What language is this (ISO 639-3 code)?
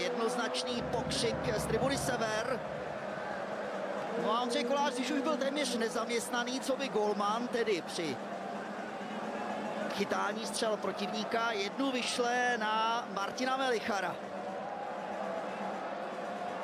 ces